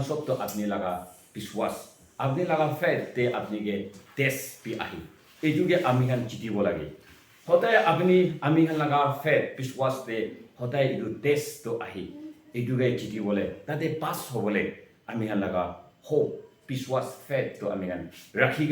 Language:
Konyak Naga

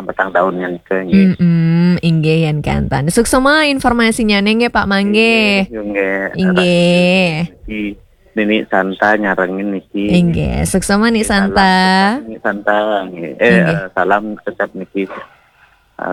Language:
Balinese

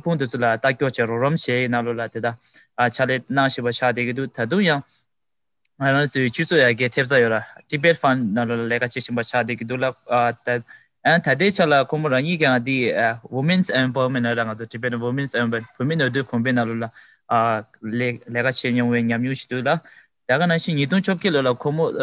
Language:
Tibetan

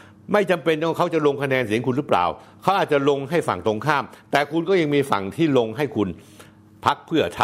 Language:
Thai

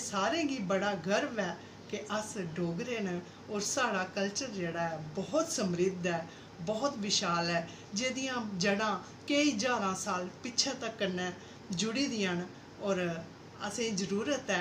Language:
Dogri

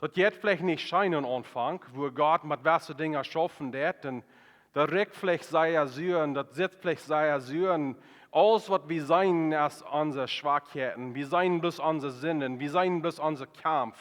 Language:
Plautdietsch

